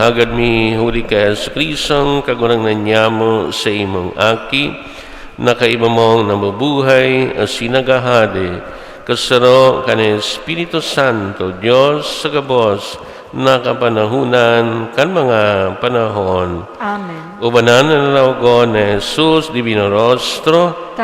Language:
Bikol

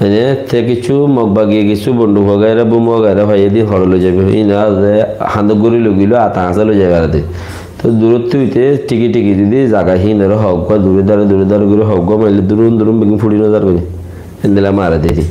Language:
Rohingya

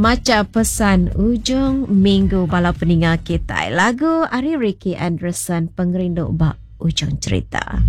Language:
Iban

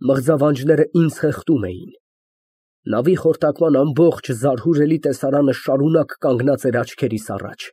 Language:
Armenian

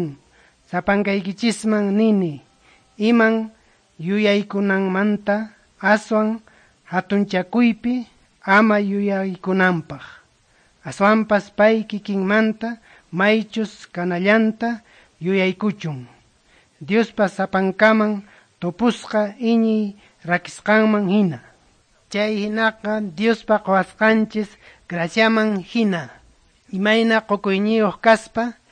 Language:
Quechua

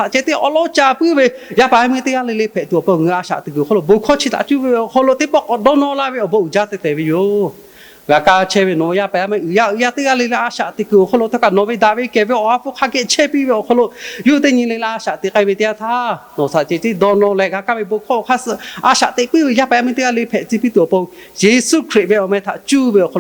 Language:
Lahu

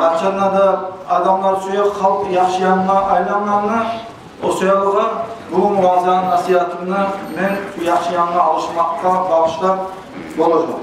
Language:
Kumyk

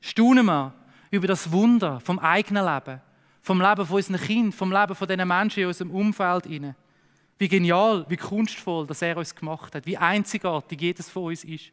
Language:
Swiss German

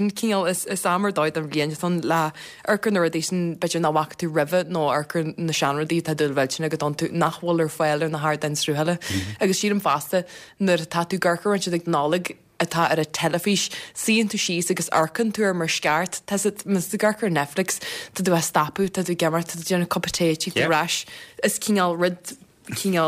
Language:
Irish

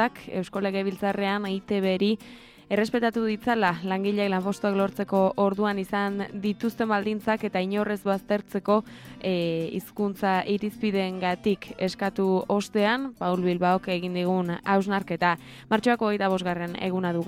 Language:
Basque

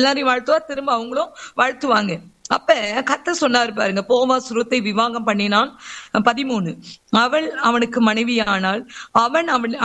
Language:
Tamil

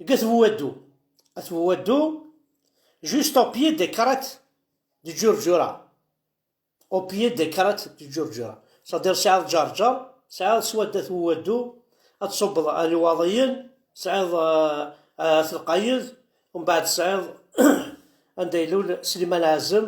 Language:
Kabyle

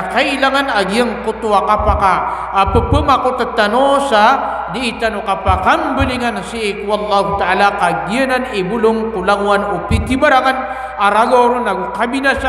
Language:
Maranao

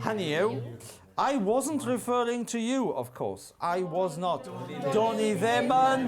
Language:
Welsh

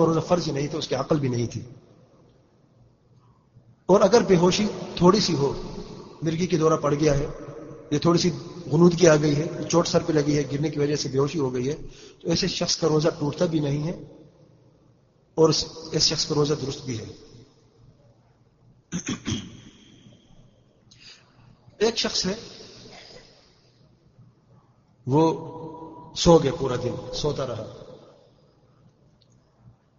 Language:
Urdu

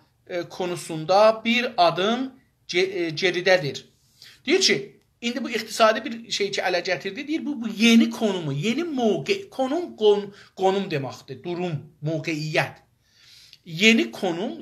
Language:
South Azerbaijani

